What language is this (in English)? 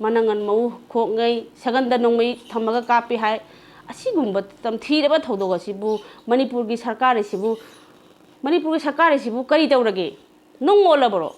Manipuri